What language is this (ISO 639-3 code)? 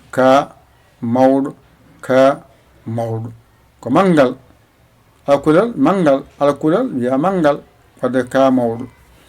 ful